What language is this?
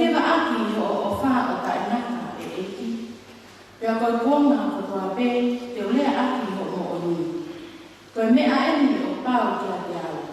Tongan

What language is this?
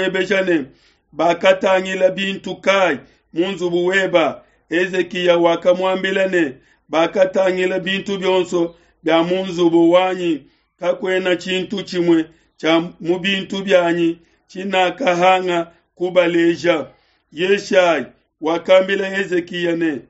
Luba-Lulua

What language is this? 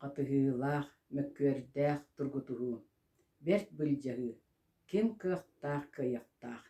Yakut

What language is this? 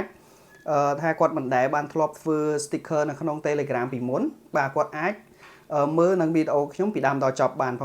Khmer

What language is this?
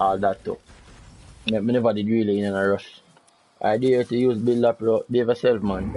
Jamaican Creole English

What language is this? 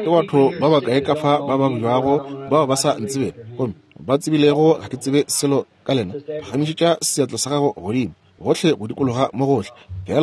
Northern Sotho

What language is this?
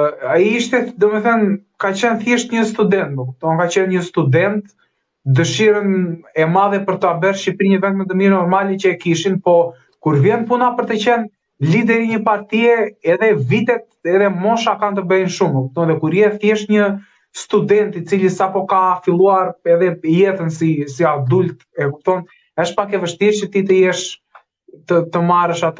Albanian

